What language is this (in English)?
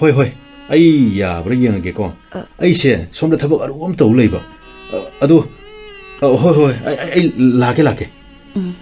Manipuri